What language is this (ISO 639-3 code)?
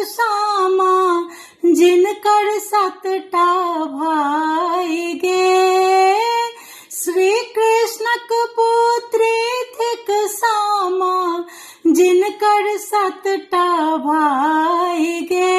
mai